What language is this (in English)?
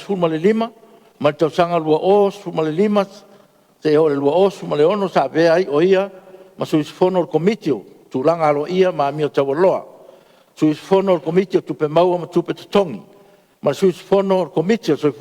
Samoan